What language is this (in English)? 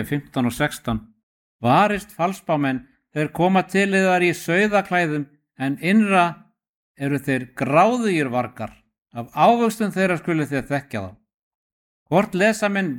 Icelandic